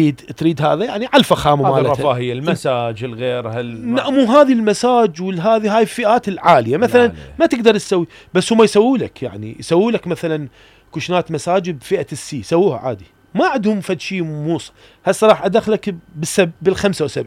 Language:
Mesopotamian Arabic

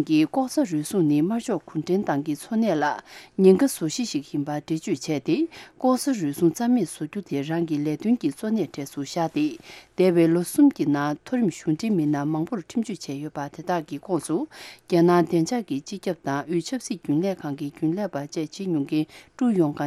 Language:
Tibetan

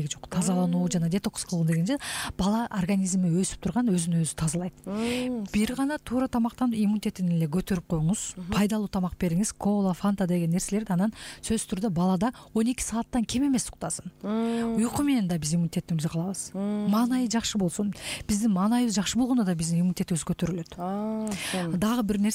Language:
Kyrgyz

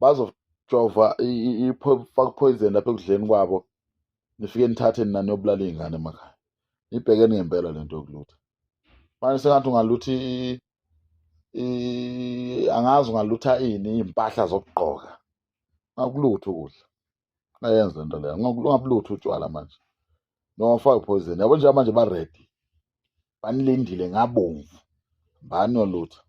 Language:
Zulu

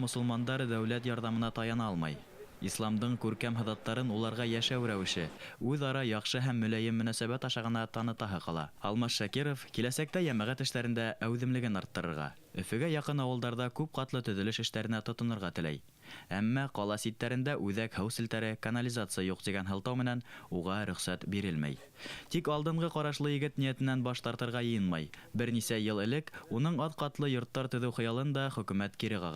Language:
Bashkir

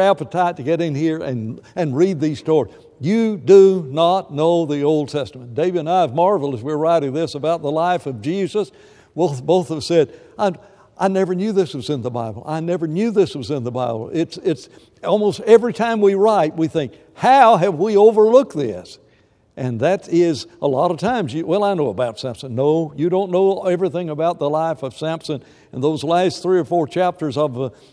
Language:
English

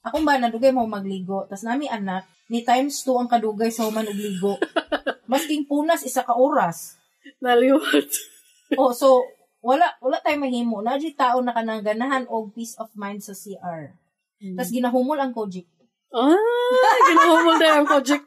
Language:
Cebuano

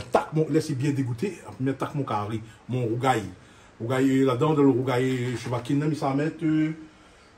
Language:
Réunion Creole French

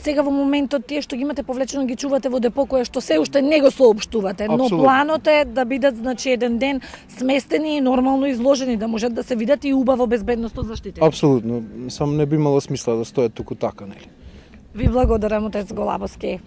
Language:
Macedonian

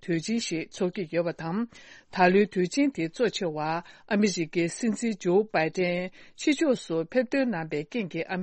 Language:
Tibetan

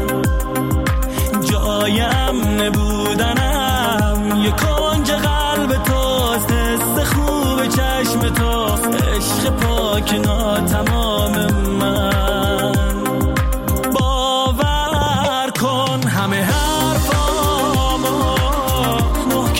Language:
Persian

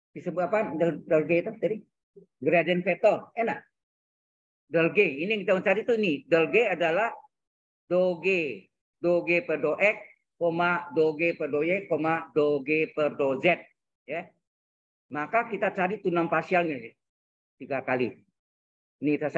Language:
Indonesian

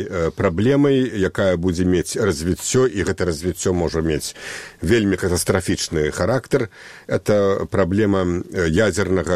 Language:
Belarusian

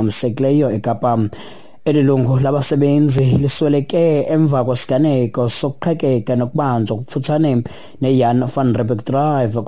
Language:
Xhosa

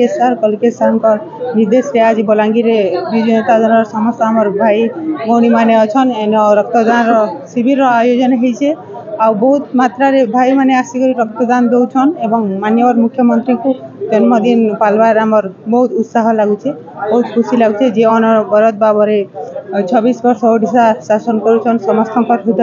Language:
Odia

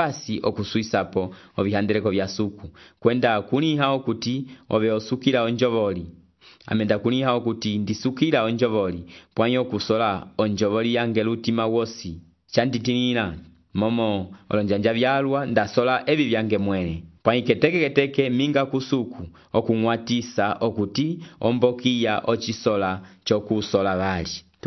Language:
Umbundu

